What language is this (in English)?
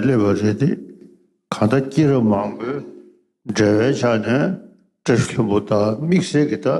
Tibetan